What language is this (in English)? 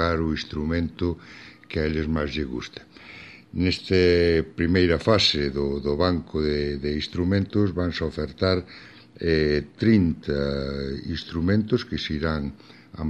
Galician